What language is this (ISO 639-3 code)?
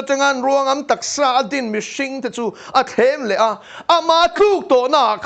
lus